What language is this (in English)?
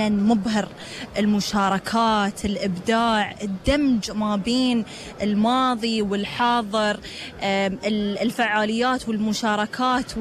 Gulf Arabic